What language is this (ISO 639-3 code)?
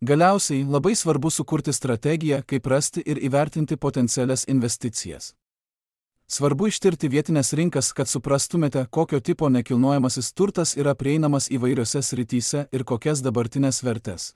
lit